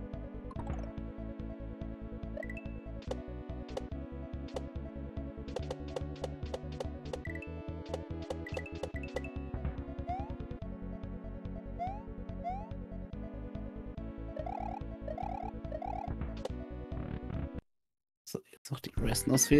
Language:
German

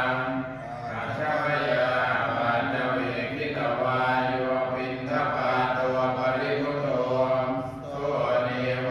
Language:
Pali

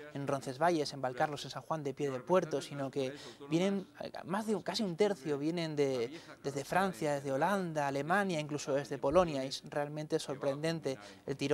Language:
Spanish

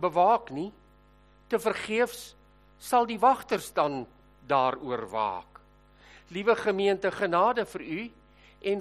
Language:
Afrikaans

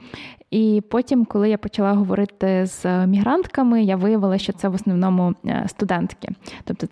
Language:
Ukrainian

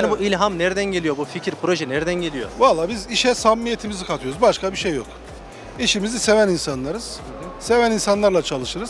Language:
Turkish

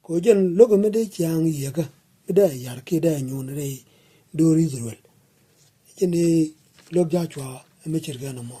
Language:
Nuer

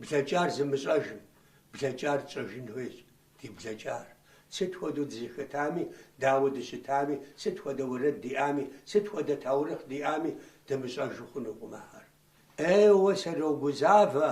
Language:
Kabardian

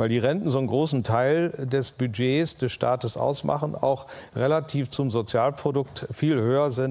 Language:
German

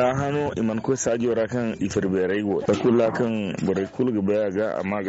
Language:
Zarma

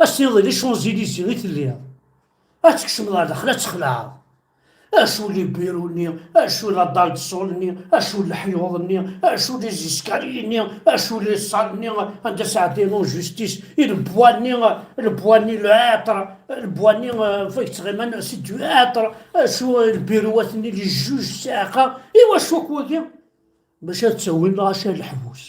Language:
Kabyle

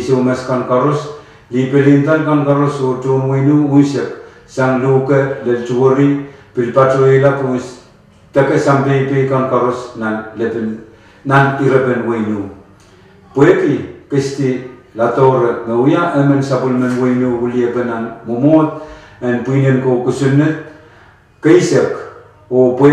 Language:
Pohnpeian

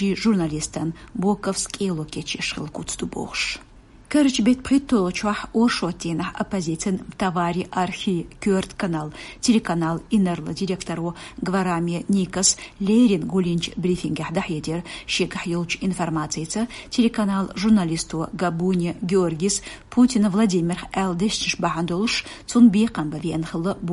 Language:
Chechen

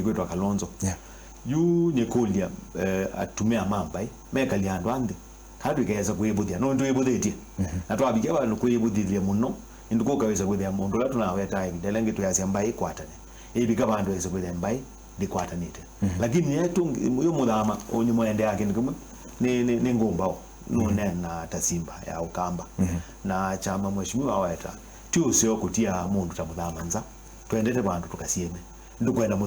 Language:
Kamba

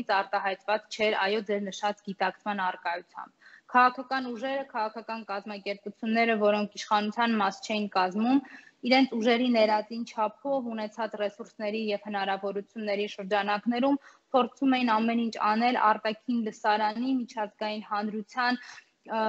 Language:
Armenian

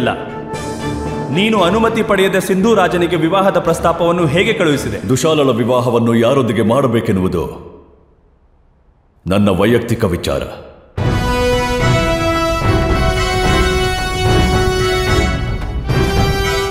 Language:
Kannada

